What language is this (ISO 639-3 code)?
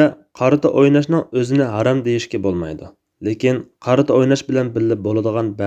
uig